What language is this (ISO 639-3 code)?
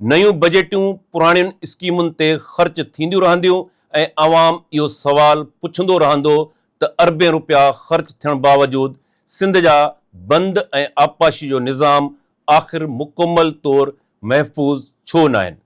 snd